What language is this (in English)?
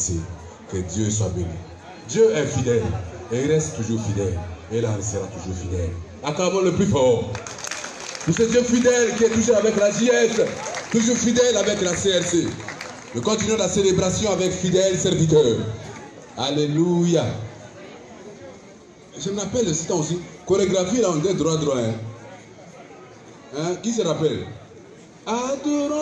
French